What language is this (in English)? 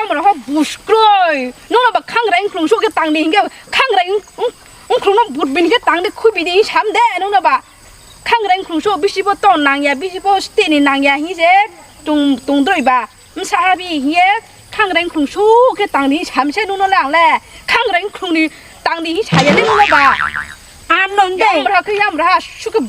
Riang (India)